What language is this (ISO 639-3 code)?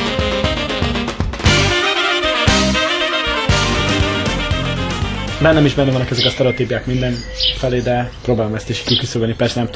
hun